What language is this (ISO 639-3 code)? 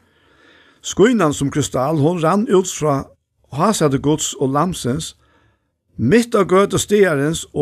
fao